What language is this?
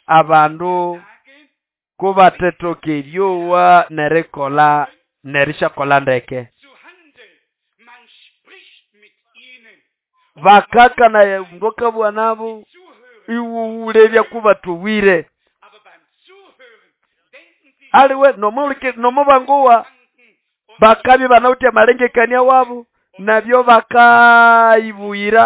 Nande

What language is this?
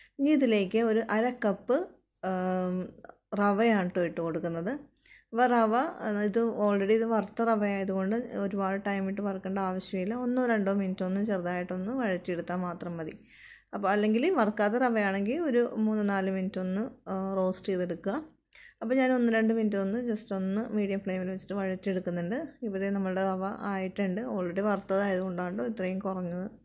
Malayalam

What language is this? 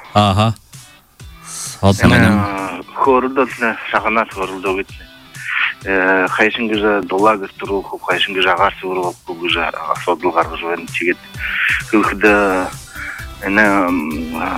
Buriat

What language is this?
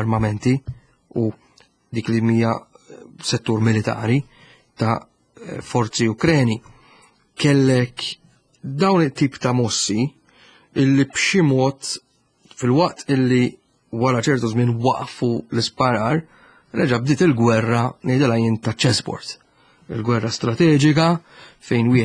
Maltese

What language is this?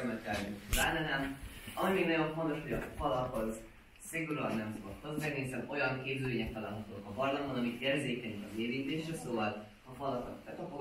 Hungarian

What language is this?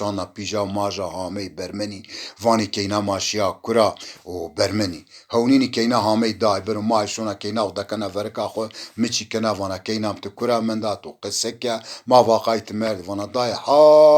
Zaza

